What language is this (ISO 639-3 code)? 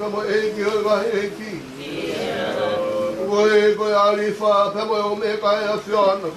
ton